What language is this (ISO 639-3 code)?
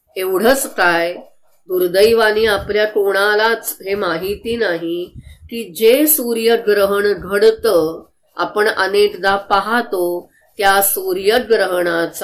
mar